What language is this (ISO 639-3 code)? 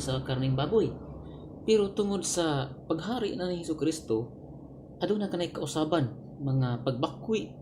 ceb